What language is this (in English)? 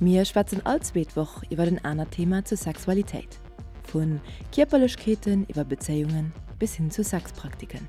Luxembourgish